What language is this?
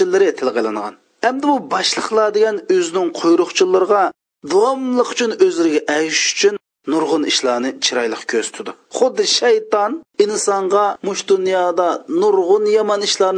Uyghur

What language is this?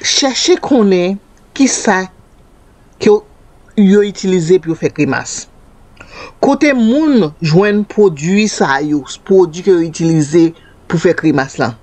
Haitian Creole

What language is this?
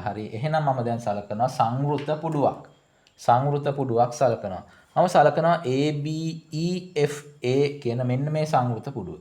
Sinhala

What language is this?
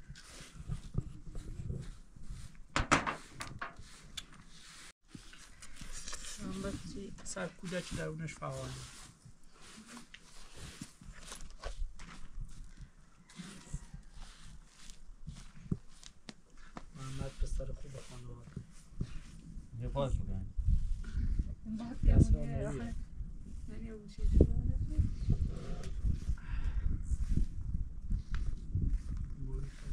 Persian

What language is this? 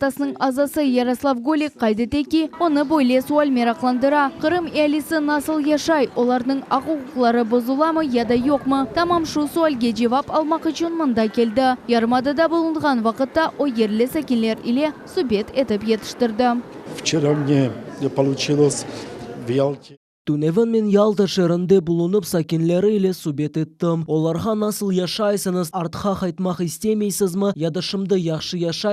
Crimean Tatar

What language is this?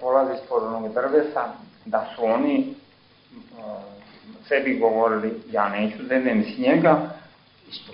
Serbian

